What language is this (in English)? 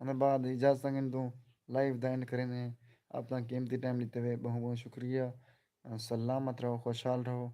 Saraiki